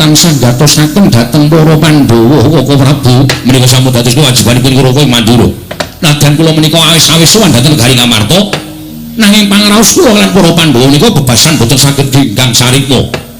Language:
Javanese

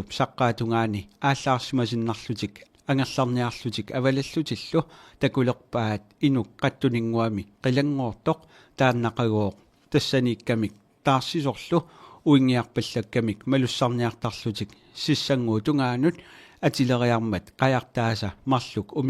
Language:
Kalaallisut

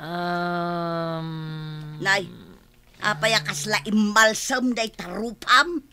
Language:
Iloko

